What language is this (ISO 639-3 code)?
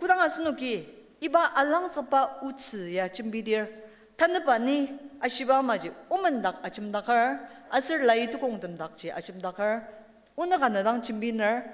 njo